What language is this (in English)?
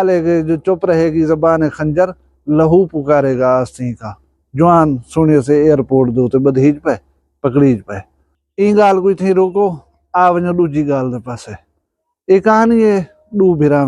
Saraiki